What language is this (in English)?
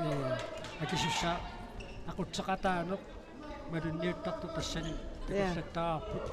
Kalaallisut